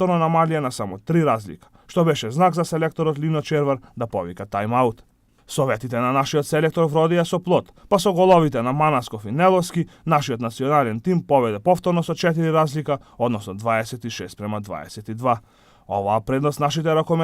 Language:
Macedonian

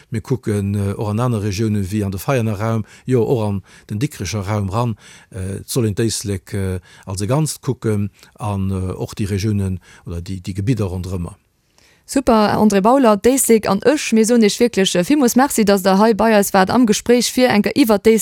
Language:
Luxembourgish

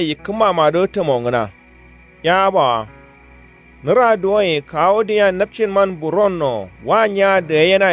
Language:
Kanuri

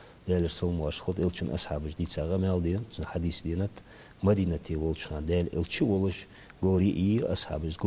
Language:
Ingush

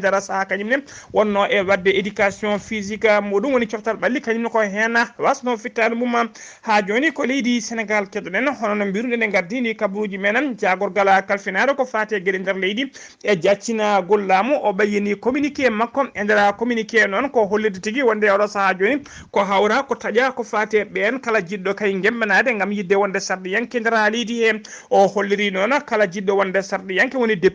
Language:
Fula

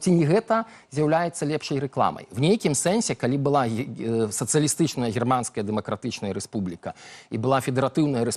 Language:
Belarusian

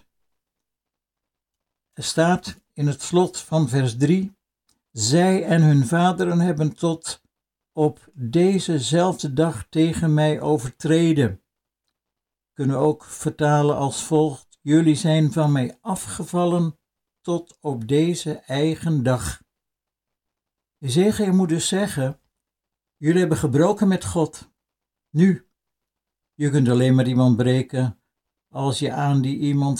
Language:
Dutch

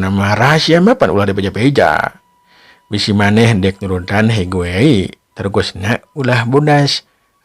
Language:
Sundanese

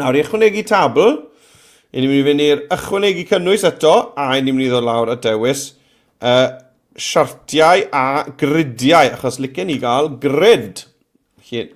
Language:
Welsh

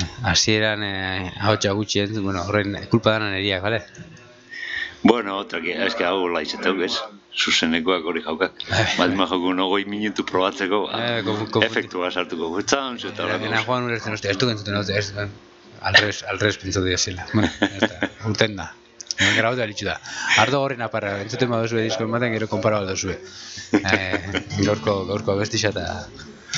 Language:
Basque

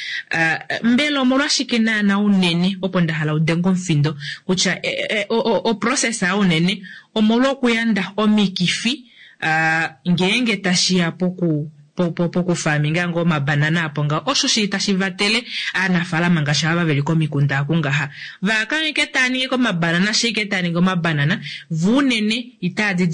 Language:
Kuanyama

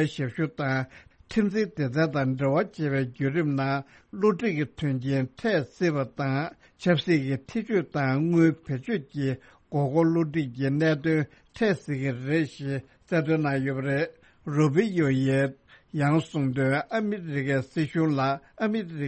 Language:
Tibetan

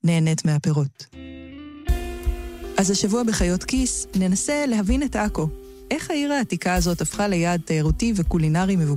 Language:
Hebrew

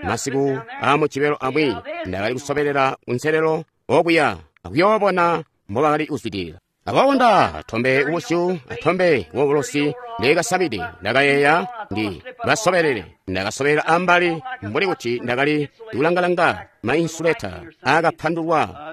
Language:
Tonga (Zambia)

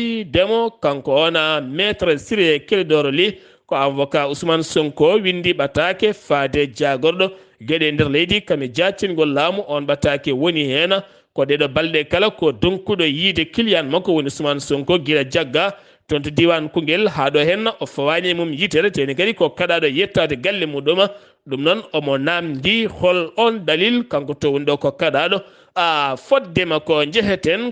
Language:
Fula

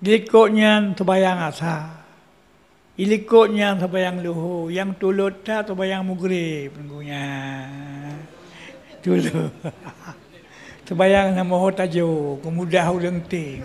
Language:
Achinese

